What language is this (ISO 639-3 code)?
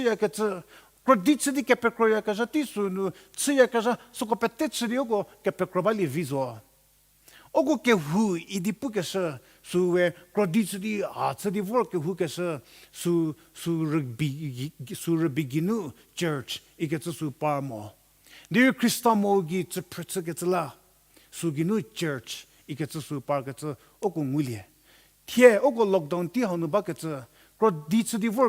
njm